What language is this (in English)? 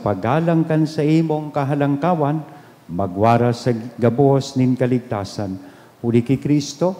Bikol